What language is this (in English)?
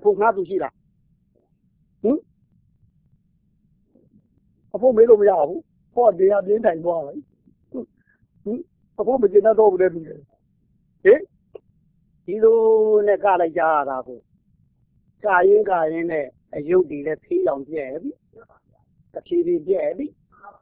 Burmese